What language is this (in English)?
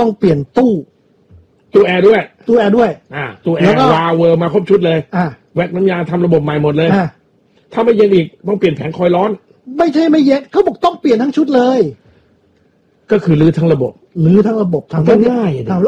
Thai